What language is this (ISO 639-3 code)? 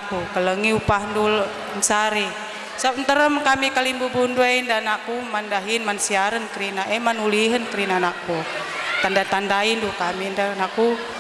btx